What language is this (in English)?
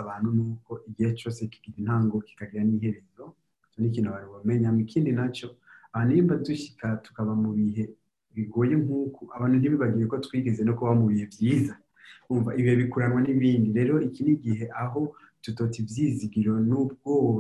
Rundi